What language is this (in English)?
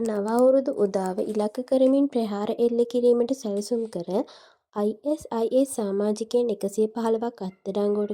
Sinhala